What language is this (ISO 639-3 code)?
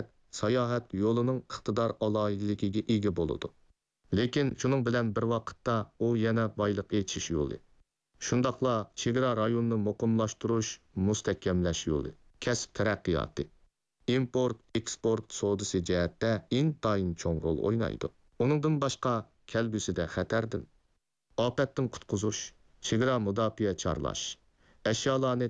uig